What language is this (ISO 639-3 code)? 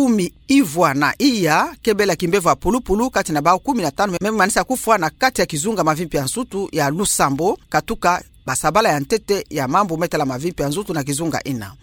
ktu